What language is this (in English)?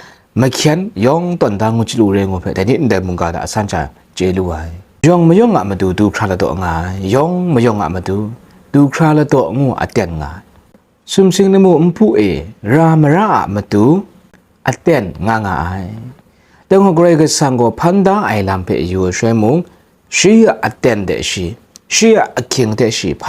Kachin